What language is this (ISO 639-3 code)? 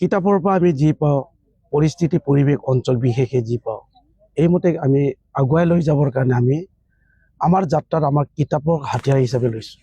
asm